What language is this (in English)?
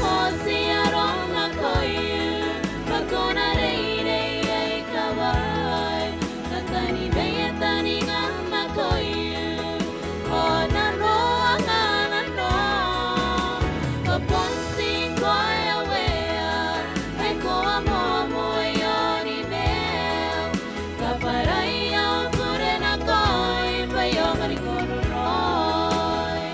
Gilbertese